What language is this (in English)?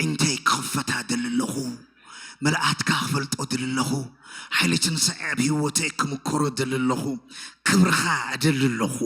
Tigrinya